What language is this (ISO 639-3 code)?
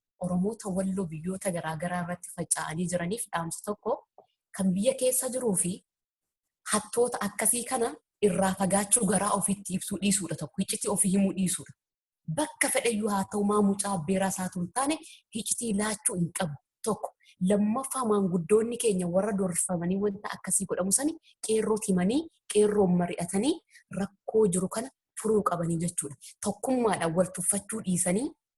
orm